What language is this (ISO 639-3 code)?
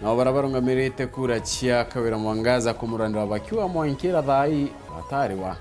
mer